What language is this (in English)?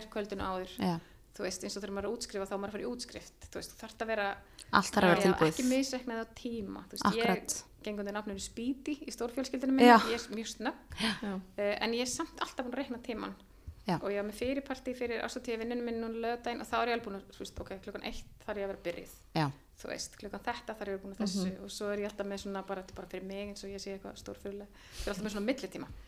Icelandic